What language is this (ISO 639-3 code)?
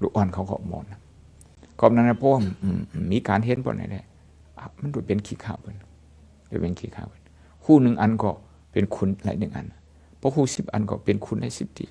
shn